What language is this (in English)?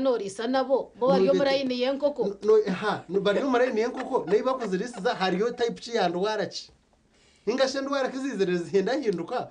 Nyankole